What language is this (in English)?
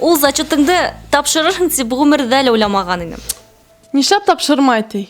Bashkir